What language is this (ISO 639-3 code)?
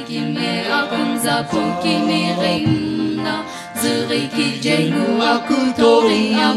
nsm